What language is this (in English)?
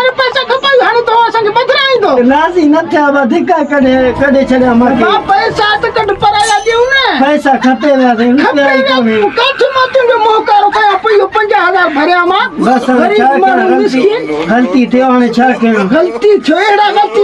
Sindhi